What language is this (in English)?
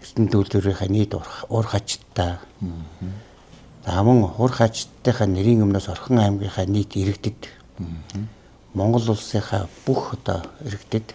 Mongolian